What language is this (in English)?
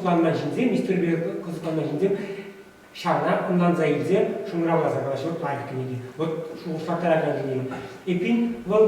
Chuvash